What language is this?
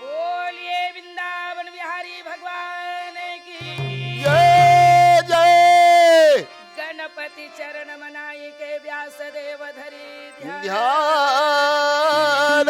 Chhattisgarhi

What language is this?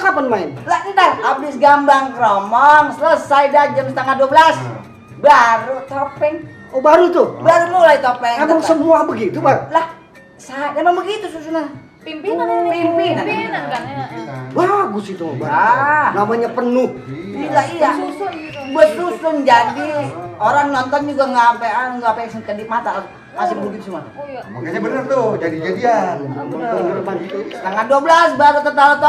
Betawi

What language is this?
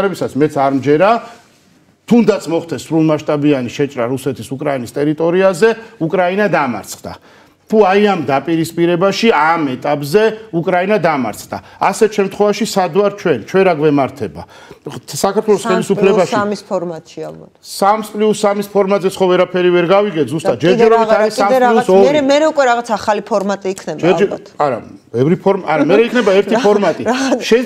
Georgian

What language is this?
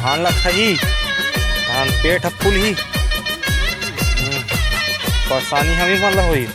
Chhattisgarhi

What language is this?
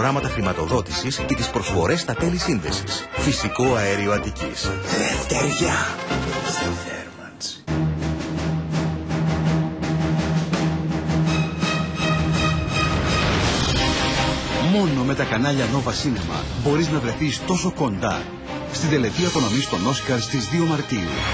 Greek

